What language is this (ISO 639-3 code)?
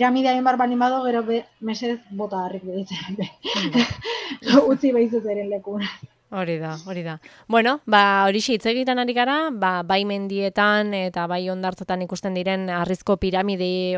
eus